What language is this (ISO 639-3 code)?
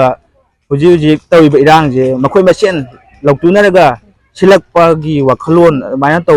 mni